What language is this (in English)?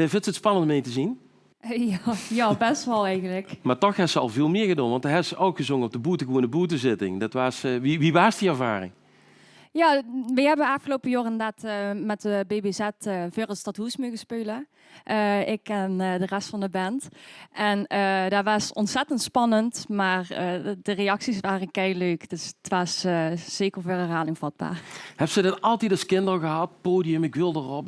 Limburgish